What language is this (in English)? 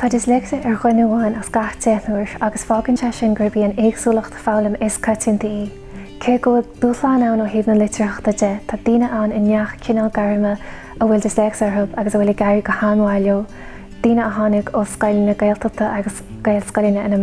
Irish